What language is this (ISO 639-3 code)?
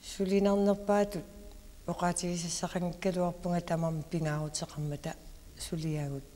kal